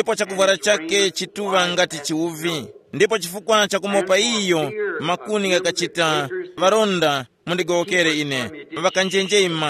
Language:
Tumbuka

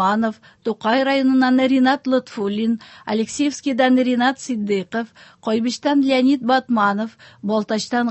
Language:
Tatar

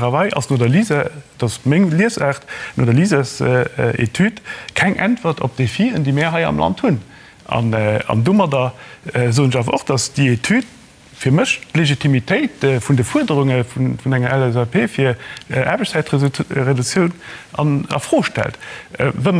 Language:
Luxembourgish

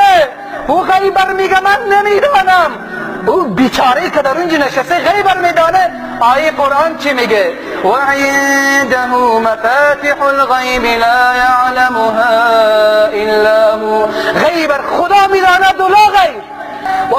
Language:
Persian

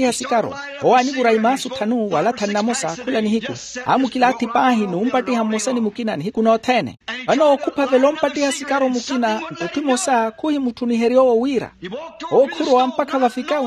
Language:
Makhuwa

